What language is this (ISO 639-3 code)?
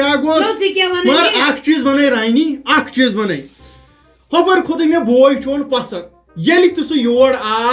kas